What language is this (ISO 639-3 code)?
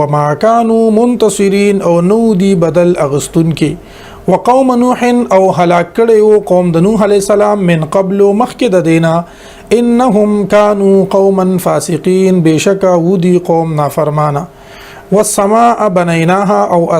pus